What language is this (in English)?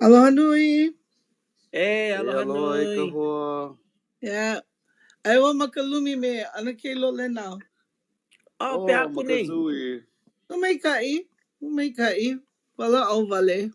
Hawaiian